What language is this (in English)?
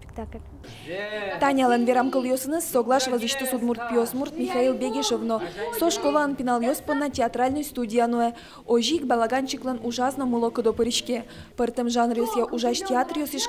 Udmurt